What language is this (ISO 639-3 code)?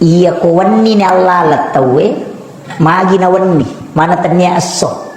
bug